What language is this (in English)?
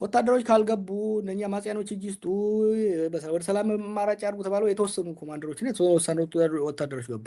Amharic